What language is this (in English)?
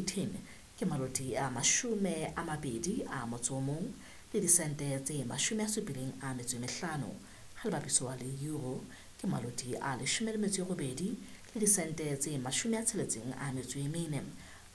Southern Sotho